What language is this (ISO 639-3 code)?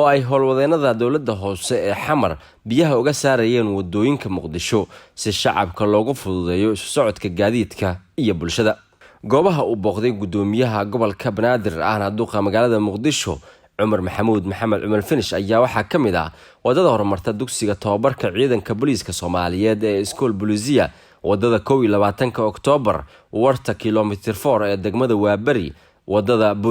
som